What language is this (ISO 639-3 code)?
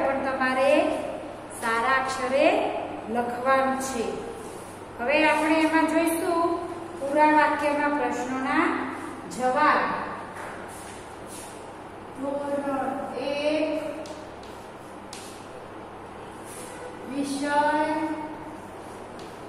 guj